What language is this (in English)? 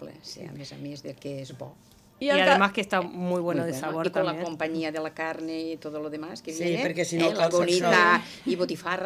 Catalan